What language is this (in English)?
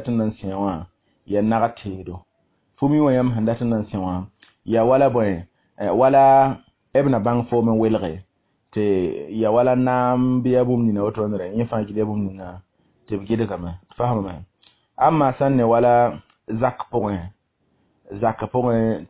Mossi